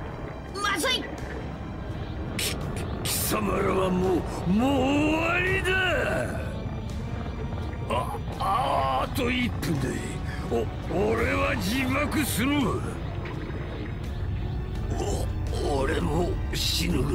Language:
Japanese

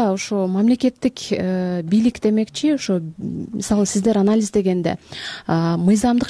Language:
Kyrgyz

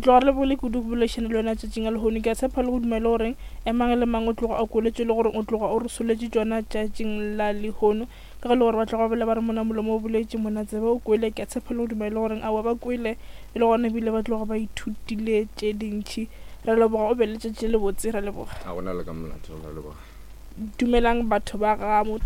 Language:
Northern Sotho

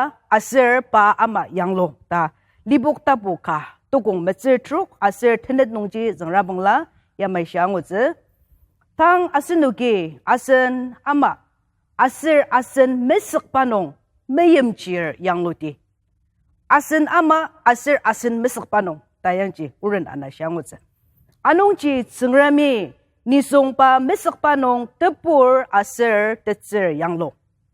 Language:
Ao Naga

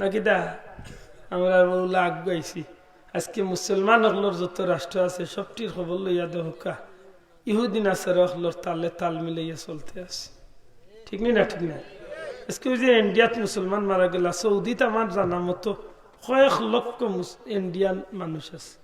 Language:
Sylheti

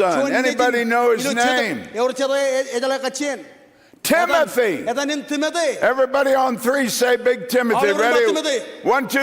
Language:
Marshallese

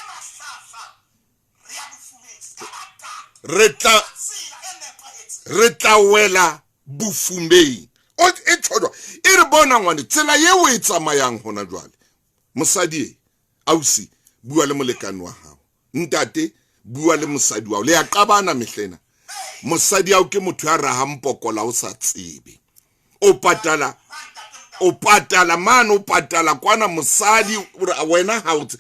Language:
Southern Sotho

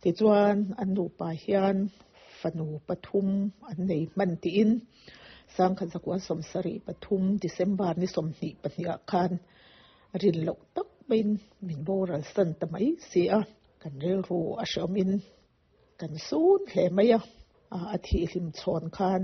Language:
Mizo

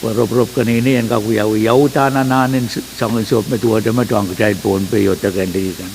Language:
Pohnpeian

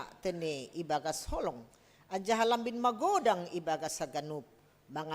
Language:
Batak Simalungun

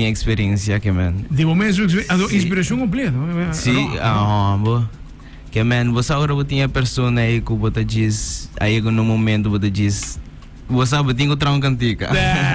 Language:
Papiamento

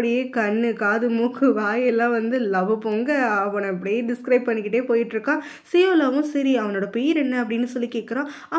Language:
Tamil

